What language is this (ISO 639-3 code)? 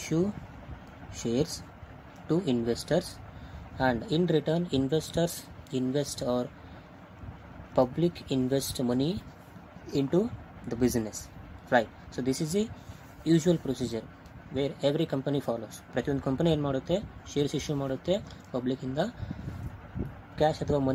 kan